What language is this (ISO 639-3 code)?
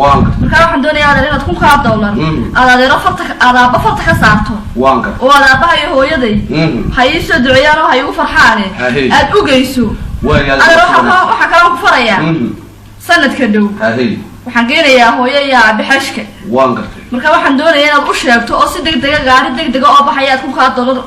som